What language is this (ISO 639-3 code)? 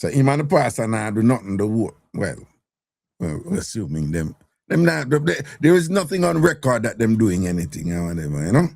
jam